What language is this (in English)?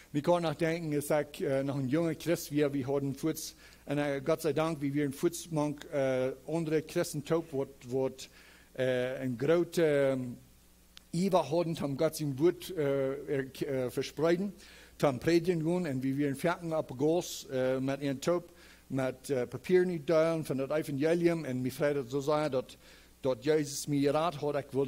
Plautdietsch